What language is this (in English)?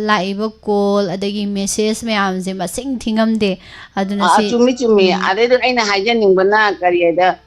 Manipuri